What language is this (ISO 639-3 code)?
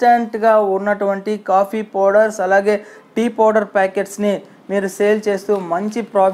tel